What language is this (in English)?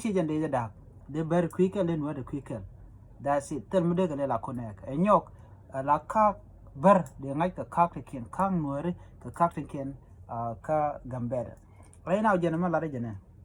Nuer